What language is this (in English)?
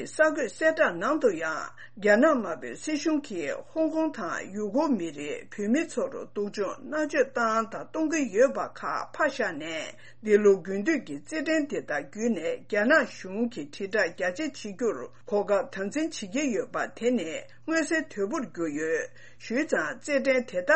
Tibetan